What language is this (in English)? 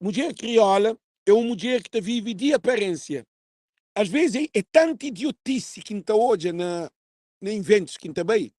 Kabuverdianu